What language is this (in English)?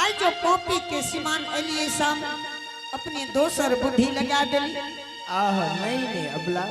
Angika